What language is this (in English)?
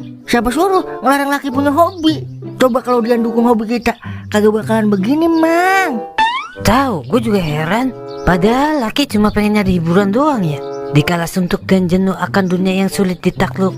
Betawi